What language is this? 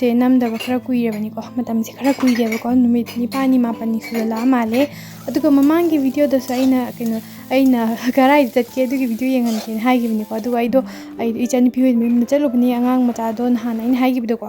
Manipuri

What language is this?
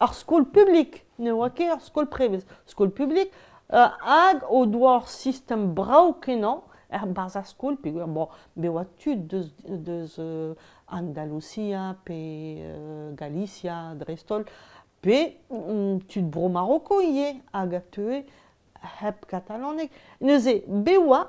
Breton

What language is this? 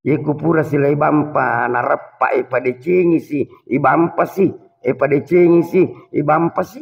Buginese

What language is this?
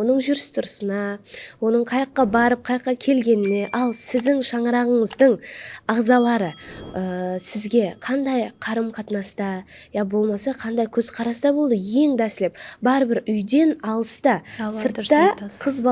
Kara-Kalpak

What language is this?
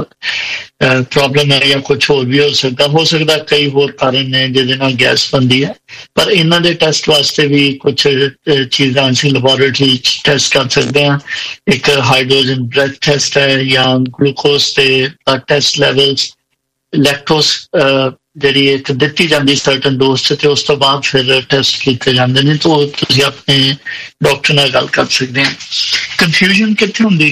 Punjabi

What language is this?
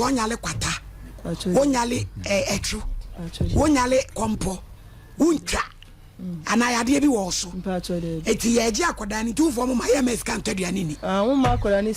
Akan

